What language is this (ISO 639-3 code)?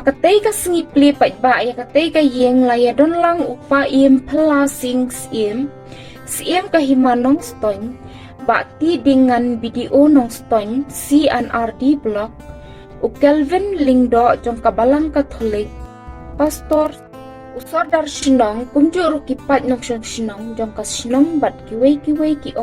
kha